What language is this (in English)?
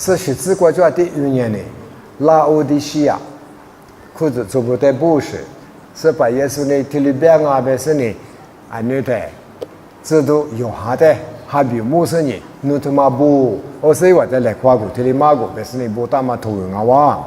Lisu